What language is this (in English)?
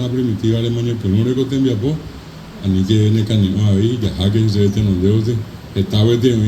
Guarani